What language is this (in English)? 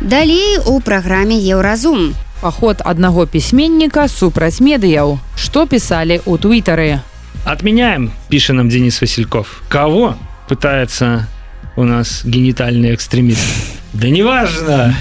Belarusian